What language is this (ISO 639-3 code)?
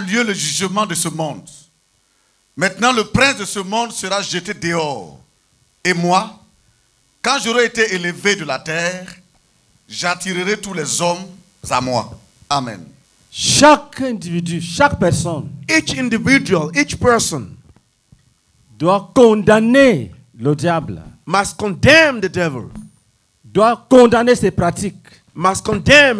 fra